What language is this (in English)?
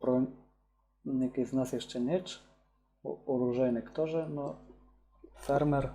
Rusyn